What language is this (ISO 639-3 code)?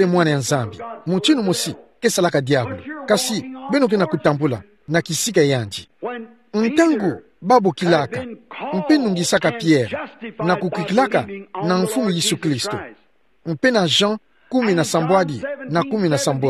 ktu